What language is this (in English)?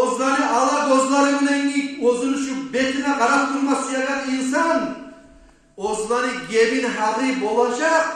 Kumyk